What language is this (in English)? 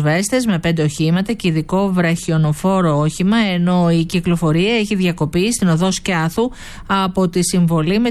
Greek